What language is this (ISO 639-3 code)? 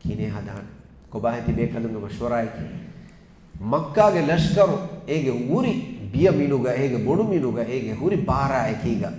div